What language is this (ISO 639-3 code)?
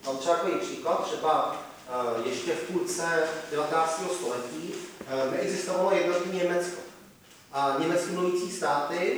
ces